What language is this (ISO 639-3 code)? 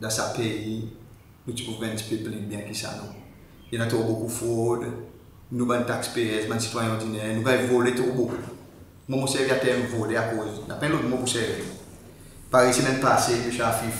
crs